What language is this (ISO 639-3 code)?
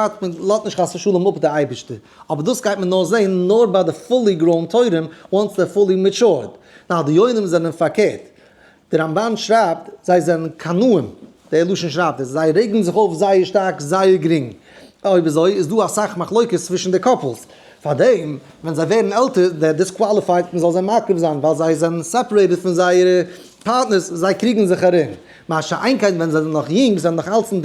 yid